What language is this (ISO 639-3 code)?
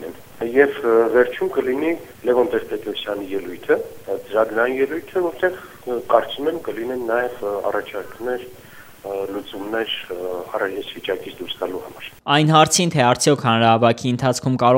hye